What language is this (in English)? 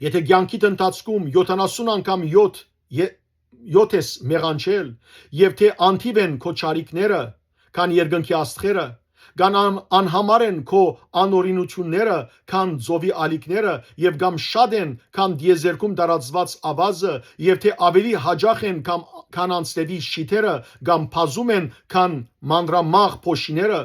Western Armenian